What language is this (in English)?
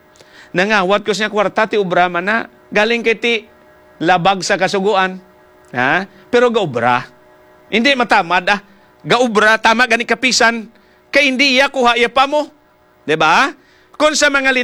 Hiligaynon